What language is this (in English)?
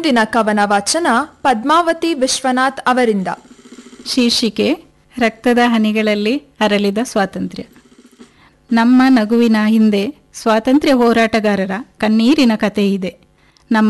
Kannada